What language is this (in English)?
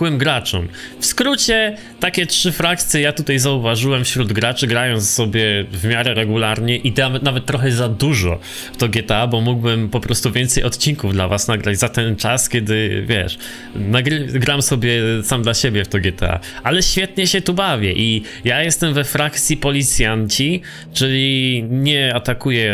Polish